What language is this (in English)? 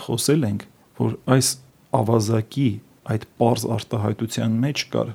Armenian